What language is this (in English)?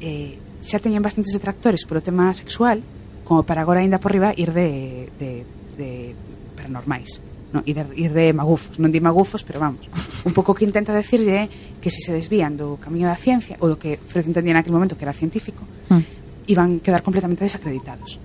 Galician